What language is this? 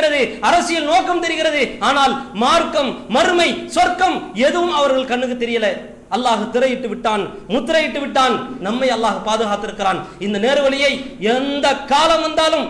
Tamil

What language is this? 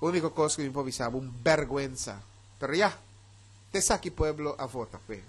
Papiamento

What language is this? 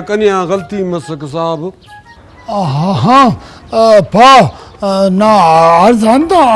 Brahui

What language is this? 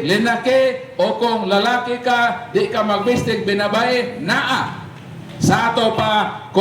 Cebuano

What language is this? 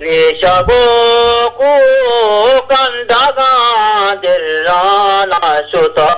Eastern Balochi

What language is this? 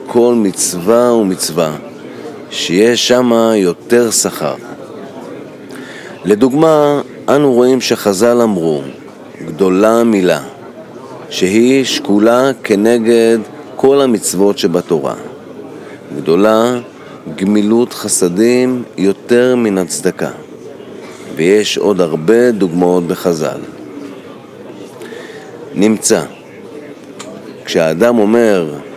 Hebrew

